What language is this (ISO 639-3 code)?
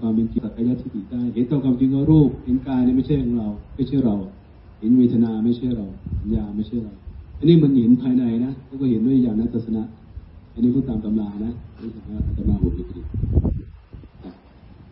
tha